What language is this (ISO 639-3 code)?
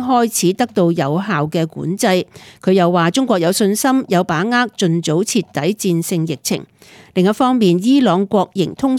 yue